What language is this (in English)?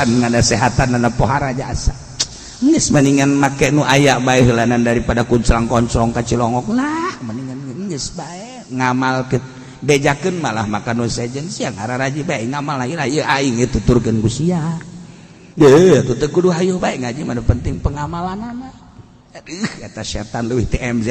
Sundanese